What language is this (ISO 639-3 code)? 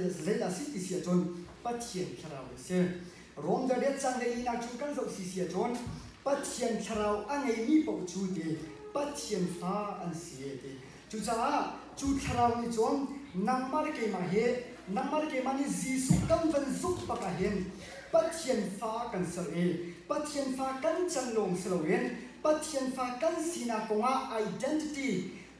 cnh